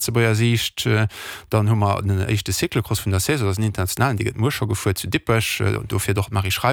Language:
Luxembourgish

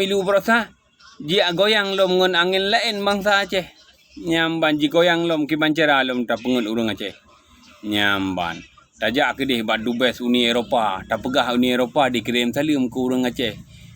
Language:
Achinese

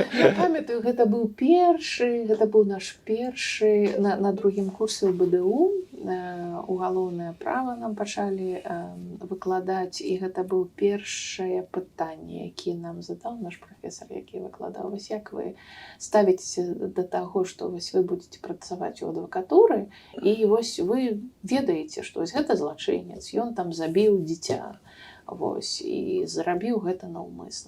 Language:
Belarusian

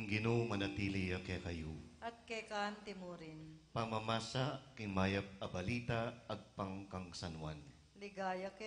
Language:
Pampanga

